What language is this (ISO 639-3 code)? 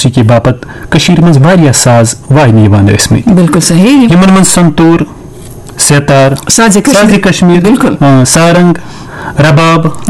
kas